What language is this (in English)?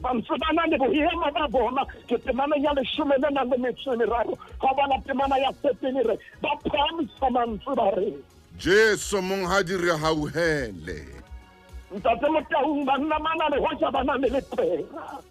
Southern Sotho